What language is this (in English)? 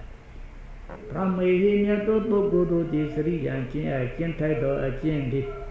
Burmese